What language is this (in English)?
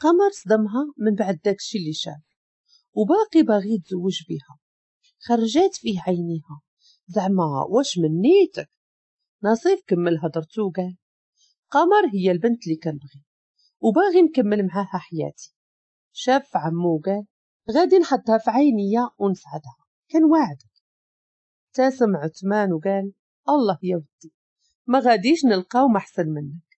Moroccan Arabic